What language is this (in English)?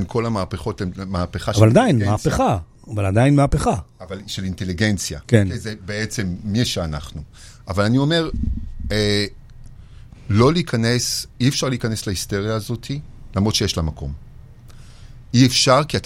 Hebrew